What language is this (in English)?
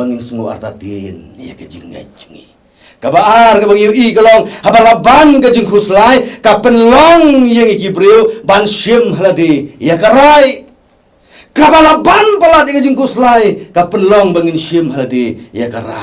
Khasi